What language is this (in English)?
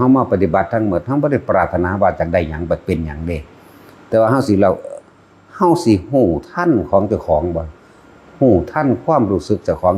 Northeastern Thai